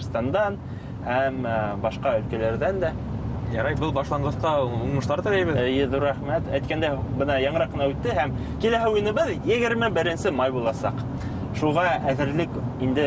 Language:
Bashkir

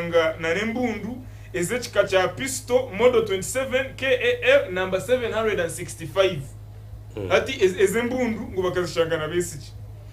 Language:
Nyankole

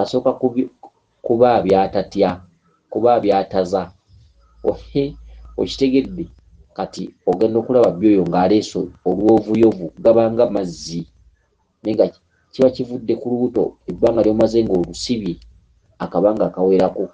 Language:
Ganda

